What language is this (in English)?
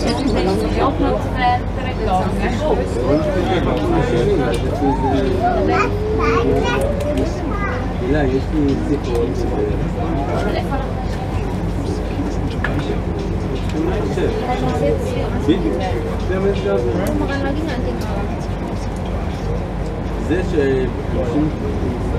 Hebrew